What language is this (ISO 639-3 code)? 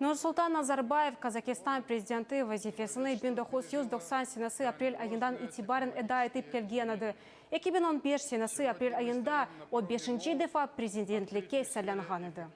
crh